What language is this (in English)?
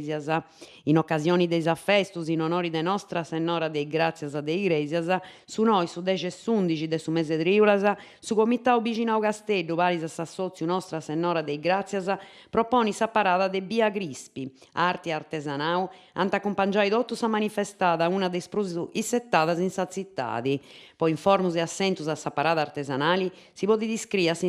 Sardinian